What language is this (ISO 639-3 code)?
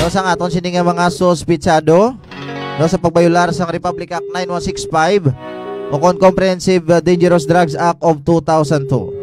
hil